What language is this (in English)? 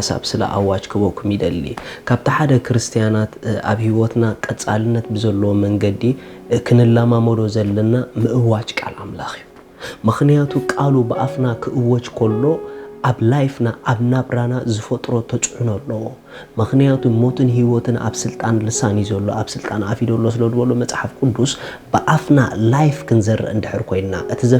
Tigrinya